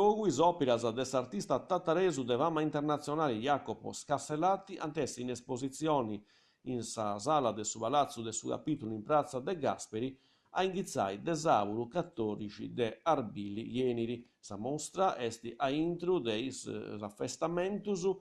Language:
Sardinian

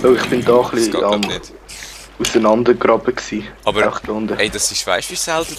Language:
Swiss German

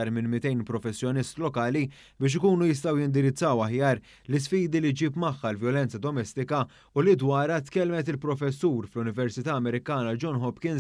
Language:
Maltese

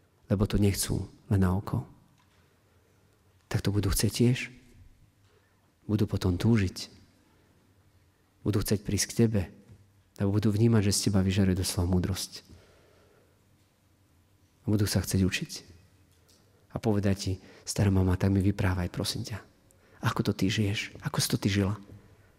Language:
Slovak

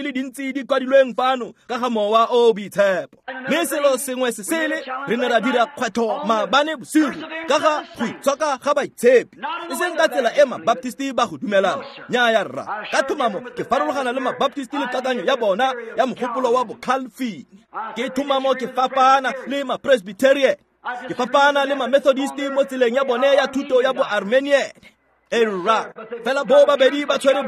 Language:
Tswana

